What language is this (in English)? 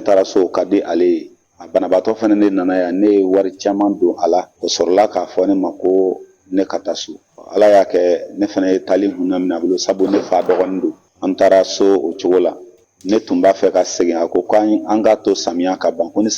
Bambara